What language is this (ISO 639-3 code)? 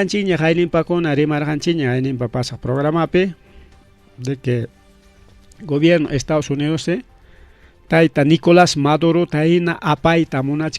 quy